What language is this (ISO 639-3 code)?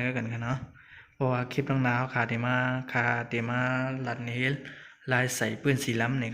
shn